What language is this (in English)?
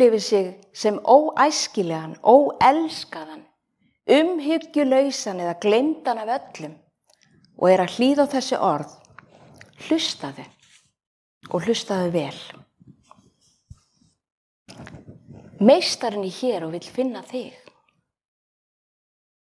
Icelandic